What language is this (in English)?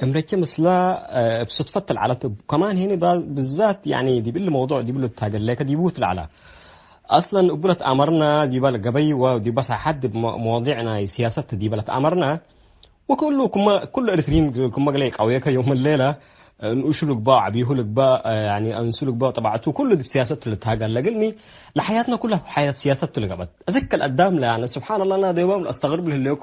Tigre